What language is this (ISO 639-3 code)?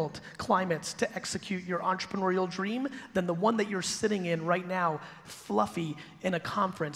eng